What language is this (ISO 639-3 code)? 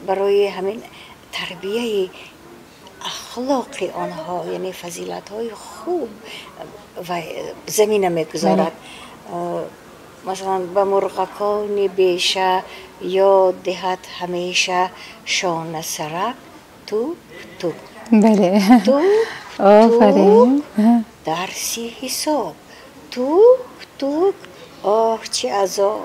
tgk